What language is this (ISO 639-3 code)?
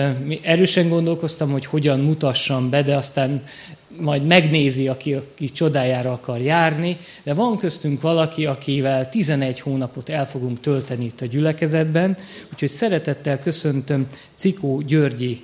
hun